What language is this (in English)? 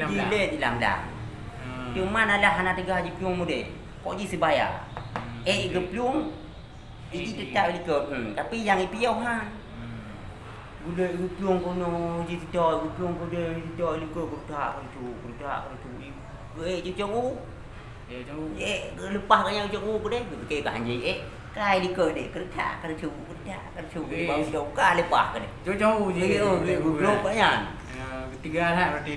Achinese